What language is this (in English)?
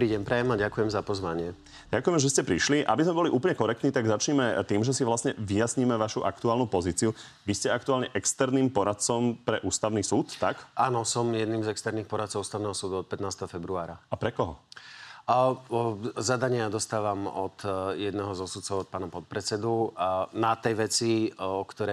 Slovak